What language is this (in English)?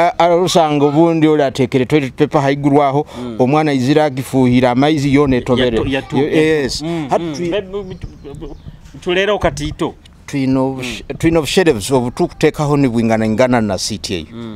Nyoro